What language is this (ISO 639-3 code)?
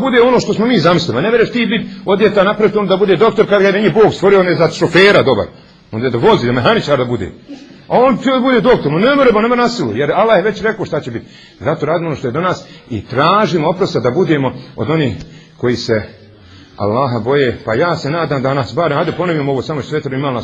bos